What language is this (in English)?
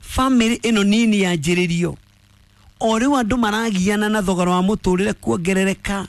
Kikuyu